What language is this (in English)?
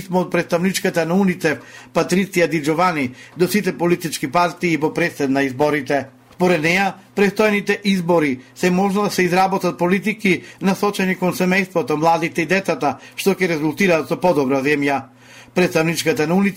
Macedonian